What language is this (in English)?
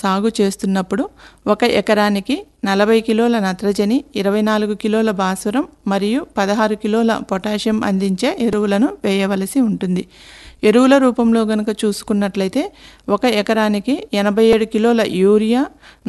Telugu